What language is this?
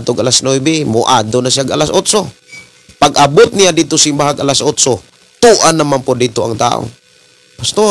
Cebuano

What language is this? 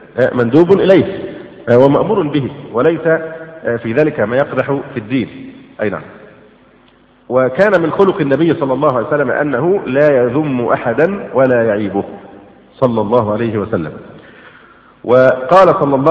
Arabic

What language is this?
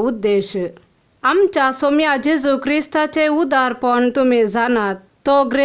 Konkani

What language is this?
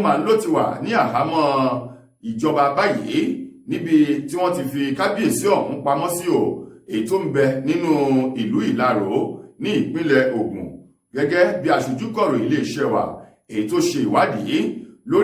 Yoruba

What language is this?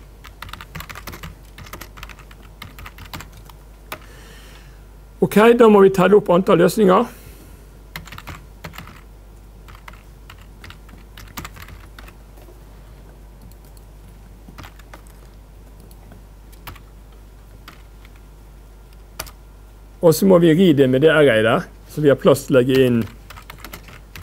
Norwegian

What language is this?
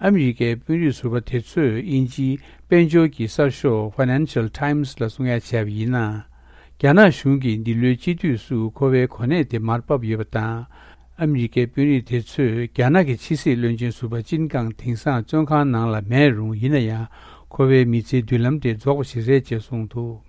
Tibetan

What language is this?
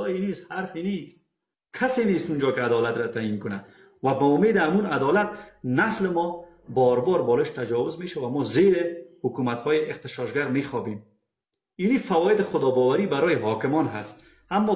Persian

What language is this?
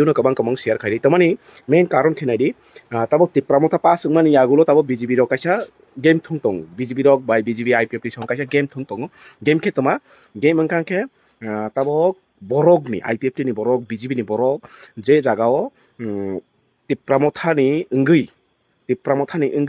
Kok Borok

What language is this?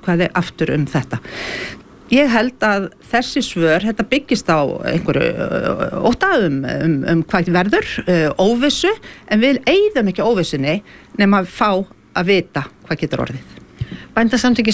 Icelandic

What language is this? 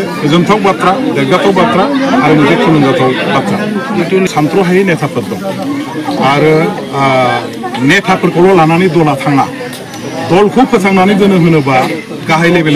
Bodo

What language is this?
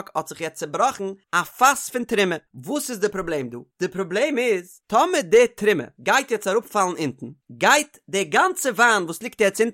Yiddish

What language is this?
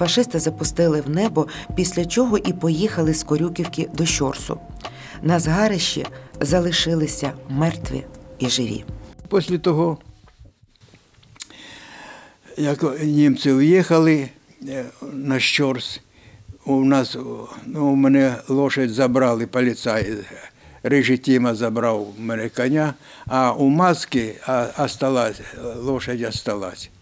Ukrainian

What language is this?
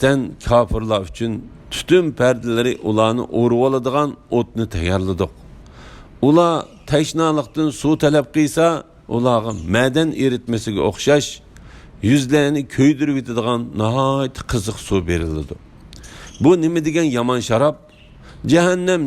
Uyghur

